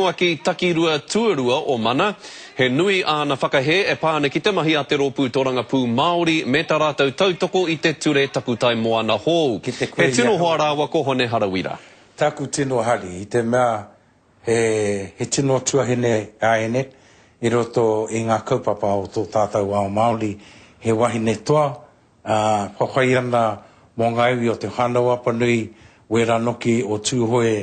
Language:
Māori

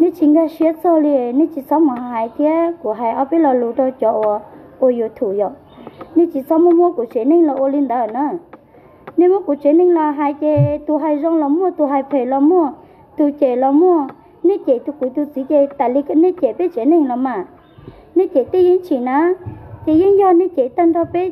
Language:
Hmong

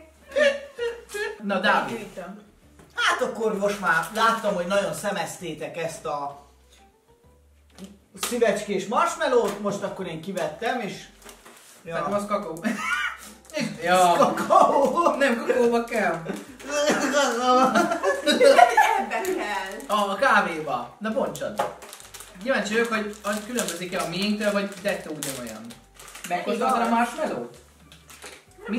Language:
Hungarian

